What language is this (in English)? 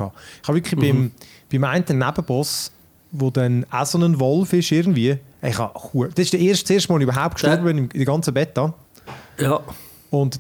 German